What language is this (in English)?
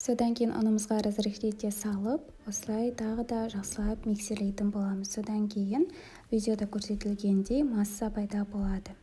Kazakh